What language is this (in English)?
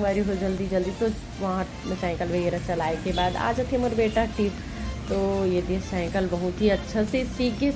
Chhattisgarhi